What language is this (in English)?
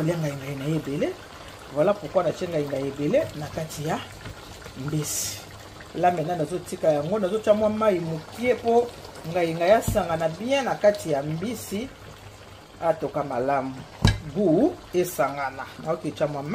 Lingala